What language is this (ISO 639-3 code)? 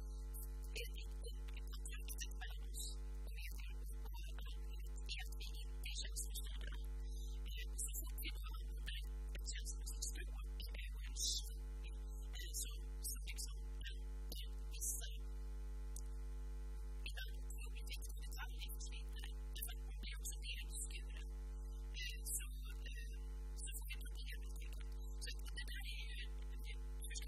swe